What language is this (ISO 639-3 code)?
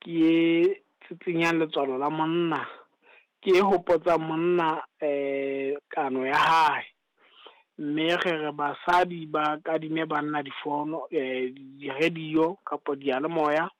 sot